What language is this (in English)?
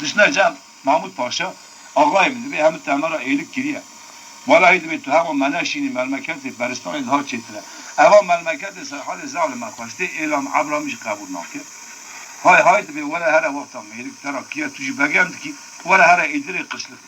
Kurdish